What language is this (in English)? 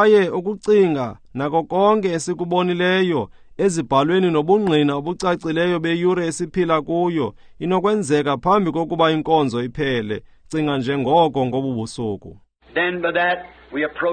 Xhosa